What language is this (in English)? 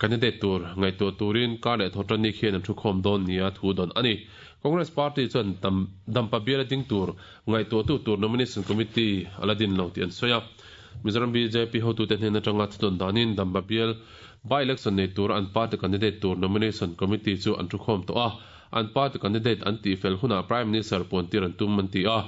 Mizo